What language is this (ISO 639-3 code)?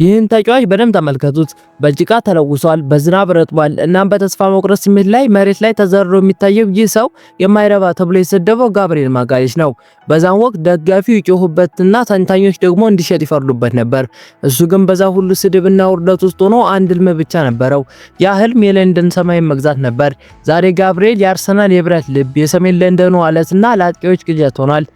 amh